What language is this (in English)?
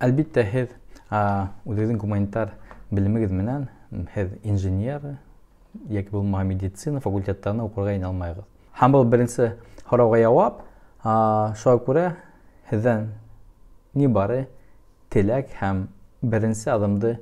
Bashkir